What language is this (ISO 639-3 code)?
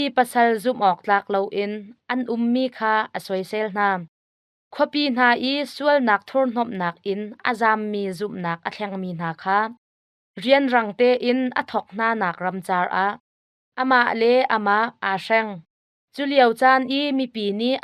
cnh